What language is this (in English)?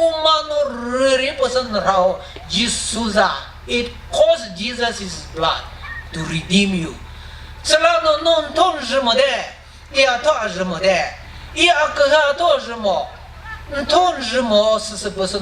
Chokri Naga